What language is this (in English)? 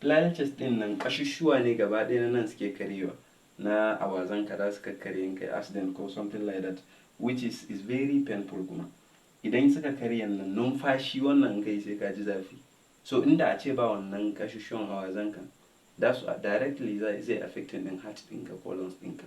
Hausa